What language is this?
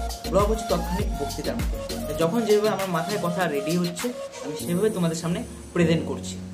Bangla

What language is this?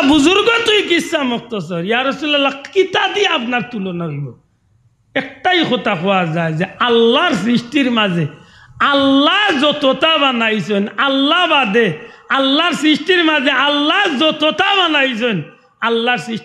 Sylheti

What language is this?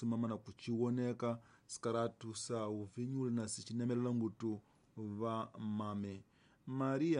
Tsonga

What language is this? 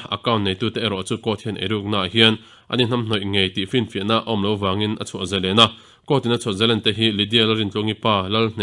Mizo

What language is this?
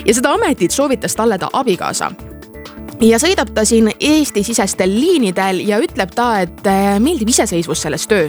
Estonian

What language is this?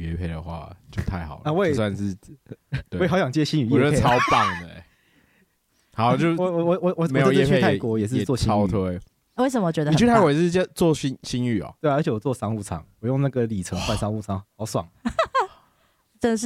Chinese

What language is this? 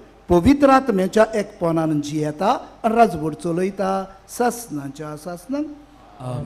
Konkani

